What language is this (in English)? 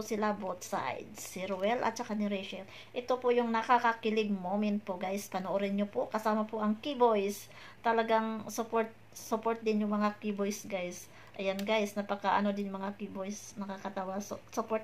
Filipino